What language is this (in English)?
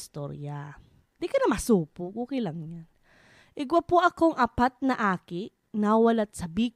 Bikol